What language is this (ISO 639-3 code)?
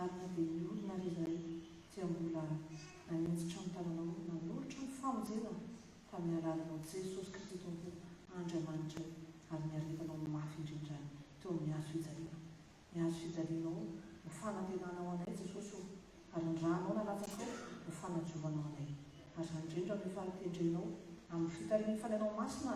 mlg